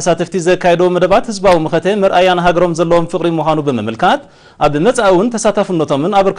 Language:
Tigrinya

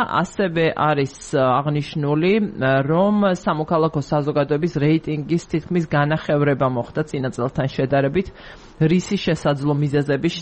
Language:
Georgian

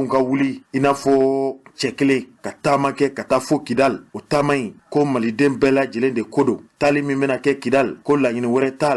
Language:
Bambara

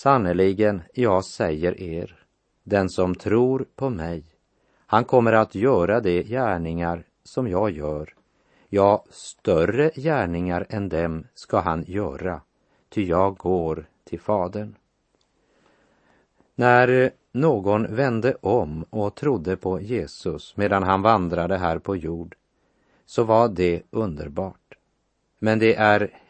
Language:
Swedish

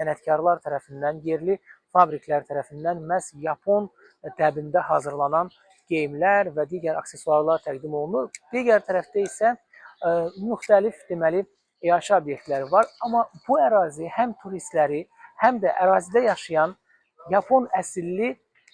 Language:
Azerbaijani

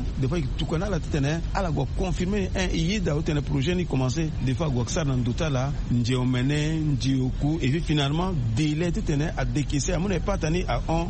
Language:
Sango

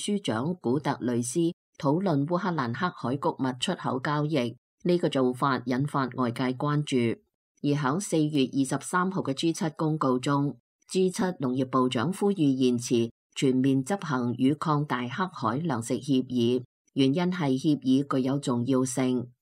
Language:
Cantonese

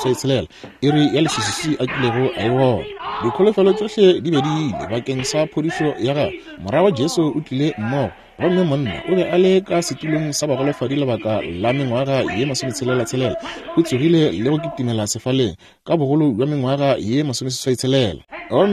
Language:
Northern Sotho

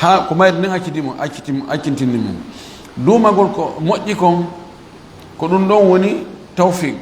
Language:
Fula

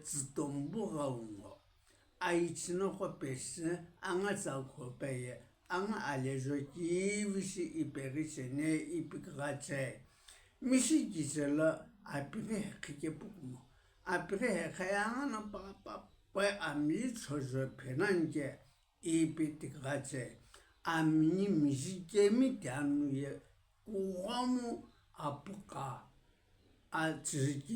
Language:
Sumi Naga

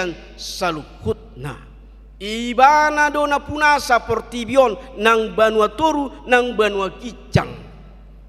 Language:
Batak Toba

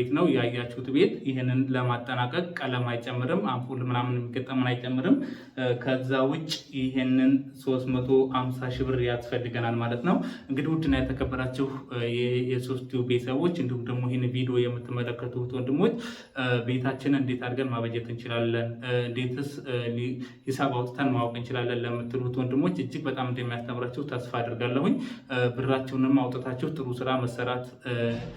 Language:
Amharic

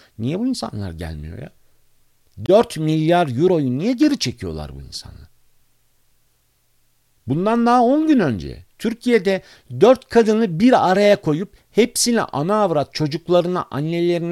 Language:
Turkish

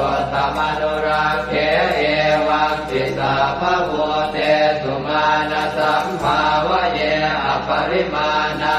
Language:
Pali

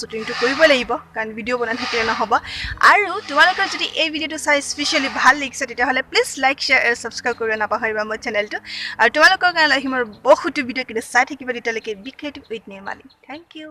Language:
Assamese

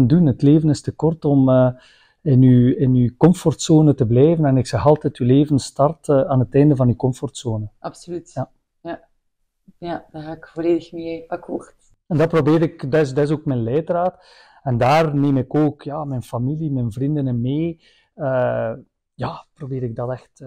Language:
Dutch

